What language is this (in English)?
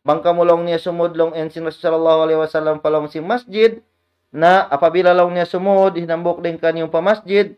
Tausug